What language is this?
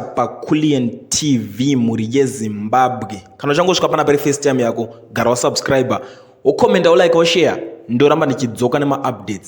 Shona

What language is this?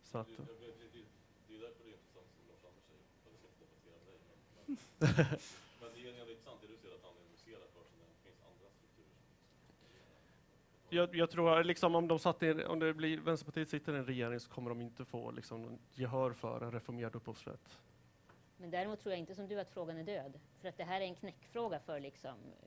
Swedish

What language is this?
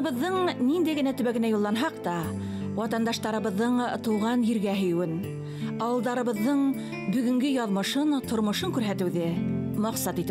Bashkir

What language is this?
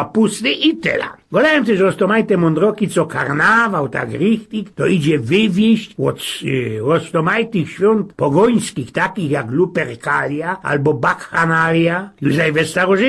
Silesian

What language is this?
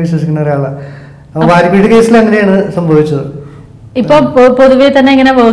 Malayalam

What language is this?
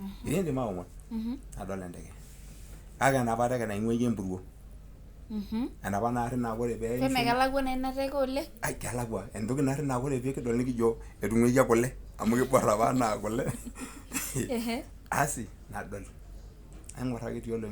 Masai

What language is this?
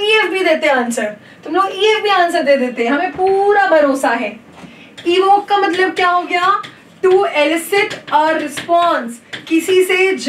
Hindi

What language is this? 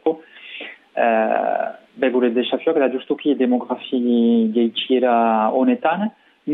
Basque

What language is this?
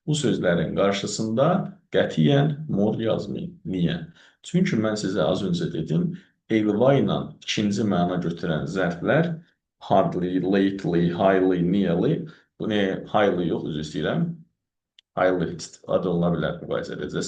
Azerbaijani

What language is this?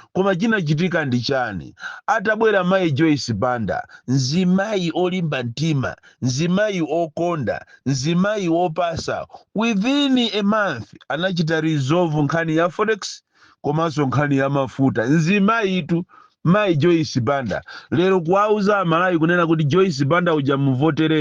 Nyanja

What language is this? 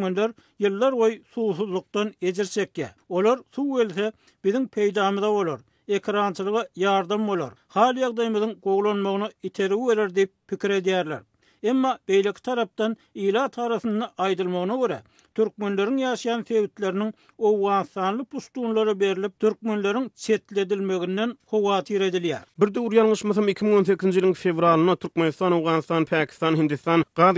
Turkmen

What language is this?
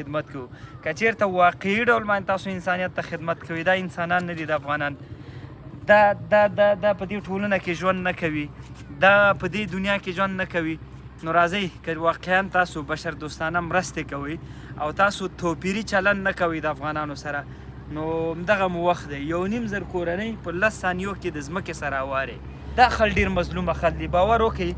Pashto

